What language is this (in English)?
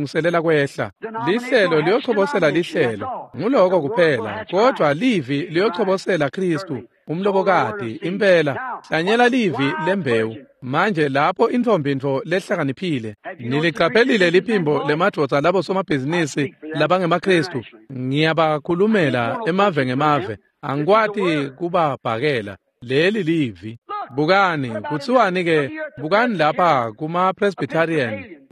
Swati